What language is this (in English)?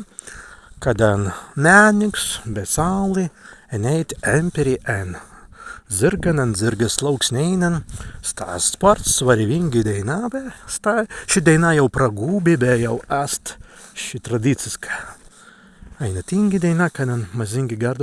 Prussian